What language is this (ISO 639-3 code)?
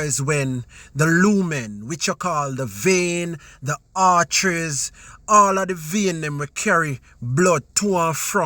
jam